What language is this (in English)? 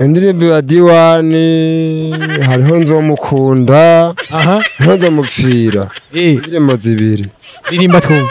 Rundi